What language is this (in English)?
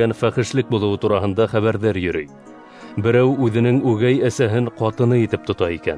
Bashkir